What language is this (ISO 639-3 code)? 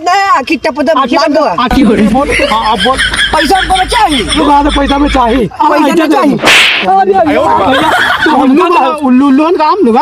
awa